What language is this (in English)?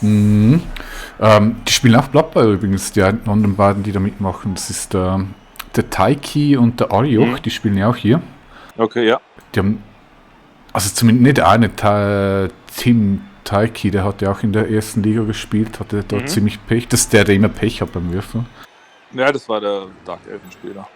Swiss German